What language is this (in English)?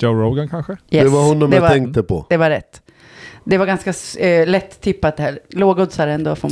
Swedish